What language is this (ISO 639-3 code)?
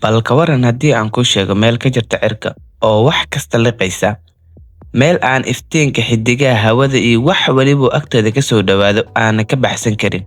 som